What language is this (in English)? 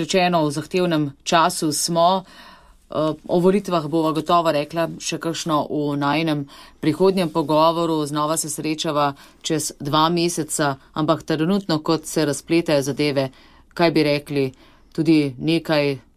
Slovenian